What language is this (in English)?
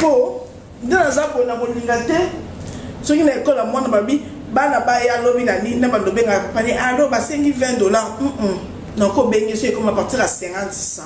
Lingala